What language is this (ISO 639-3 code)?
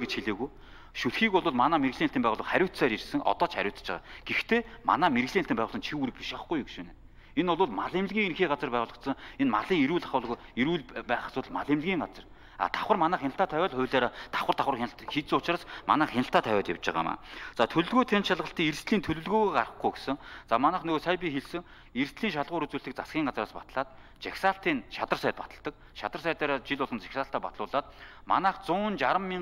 mon